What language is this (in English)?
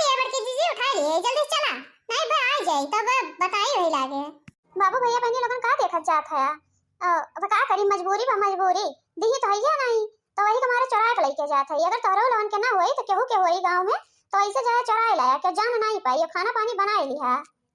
Awadhi